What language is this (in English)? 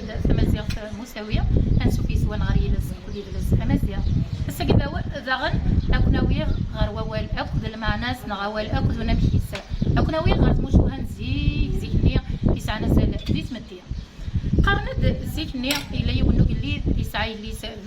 Kabyle